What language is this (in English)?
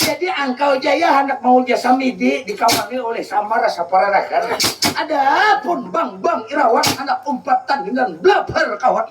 Banjar